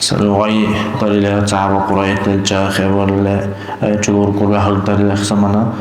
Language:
Dargwa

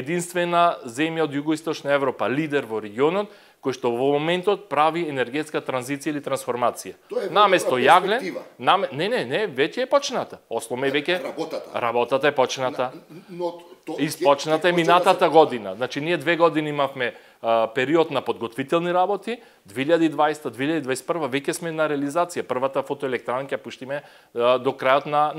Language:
Macedonian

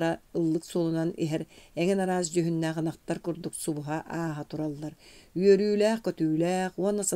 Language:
Yakut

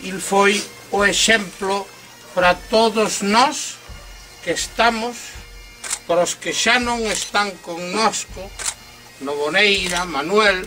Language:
Galician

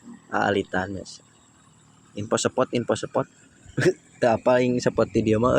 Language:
Sundanese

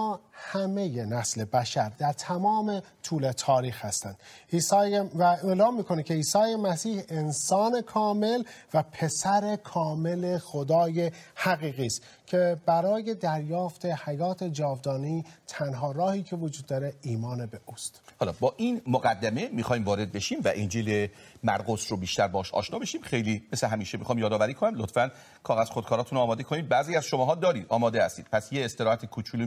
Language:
Persian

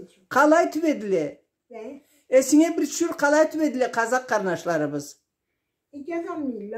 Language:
Karachay-Balkar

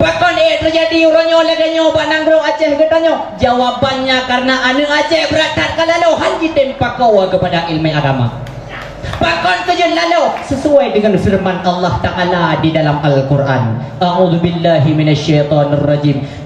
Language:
Achinese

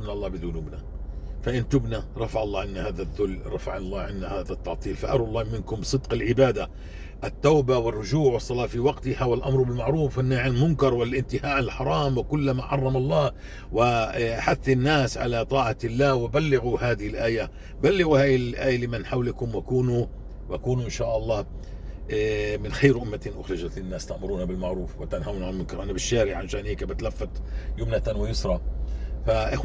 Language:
North Levantine Arabic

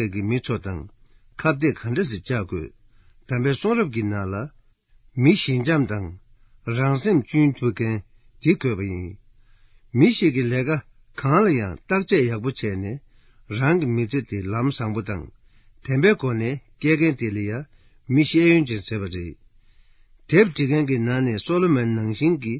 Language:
Tibetan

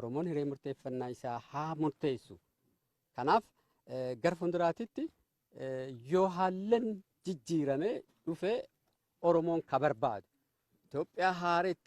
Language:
Oromo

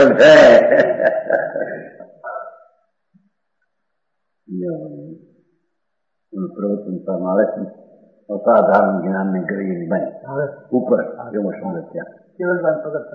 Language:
Gujarati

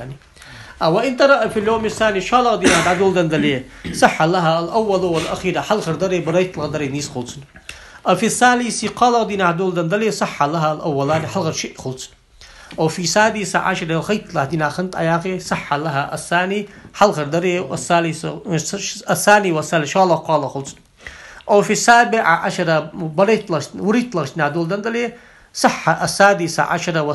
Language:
Ingush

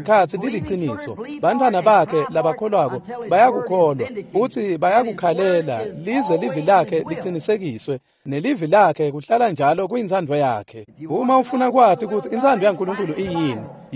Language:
Swati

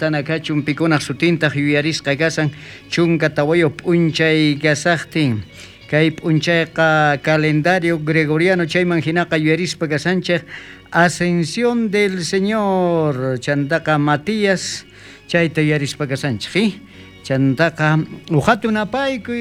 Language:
South Bolivian Quechua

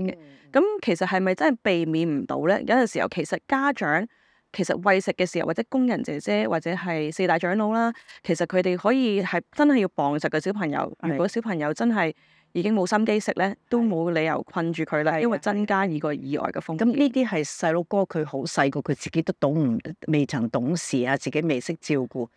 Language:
Cantonese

